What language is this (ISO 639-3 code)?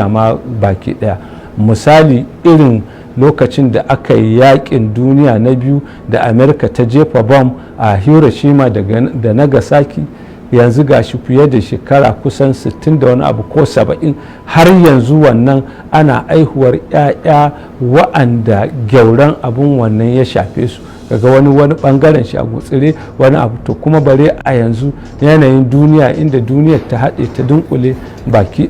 hau